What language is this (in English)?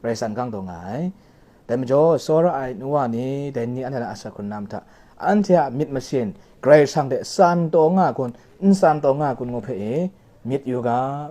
Kachin